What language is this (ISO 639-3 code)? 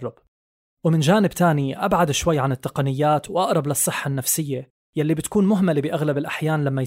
apc